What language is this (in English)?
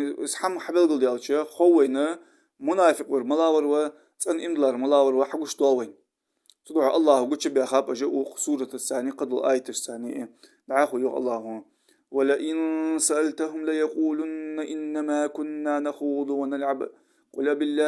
Ingush